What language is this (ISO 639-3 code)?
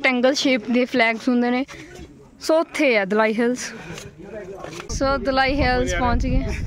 pan